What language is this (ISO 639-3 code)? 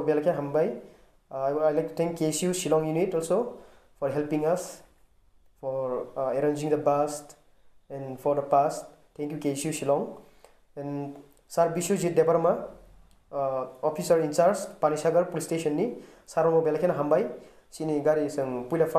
trp